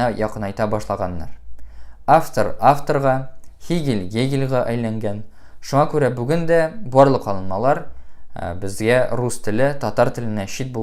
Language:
Tatar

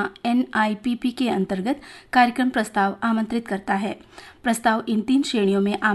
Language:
Hindi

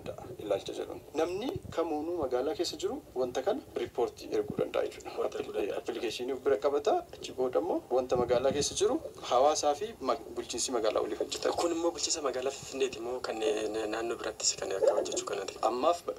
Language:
Oromo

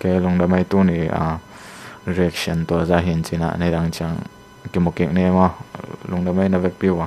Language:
Tedim Chin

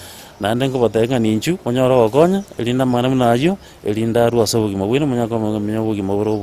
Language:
Gusii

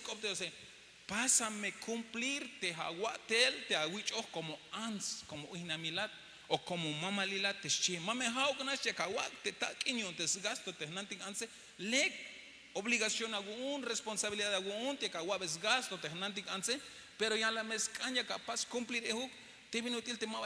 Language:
Tzeltal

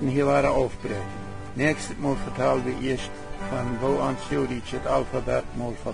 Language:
Plautdietsch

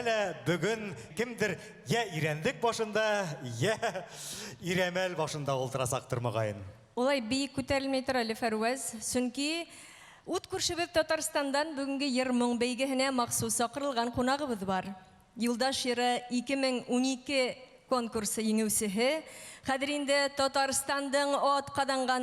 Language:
Bashkir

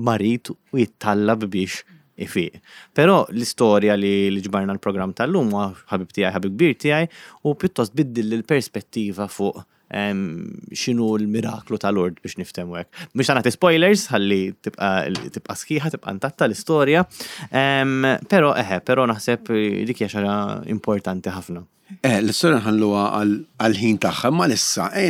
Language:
Maltese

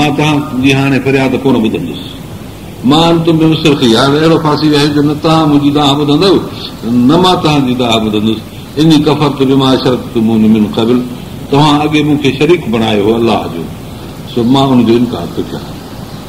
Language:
Sindhi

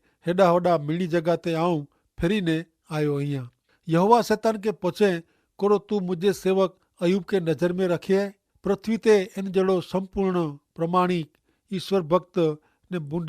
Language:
Kachhi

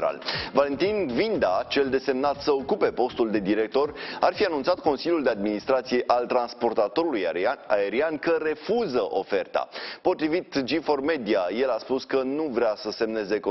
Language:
Romanian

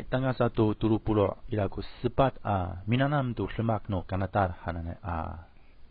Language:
Amis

